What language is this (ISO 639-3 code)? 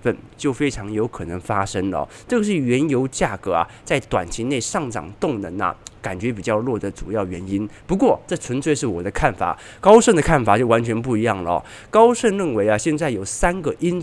zho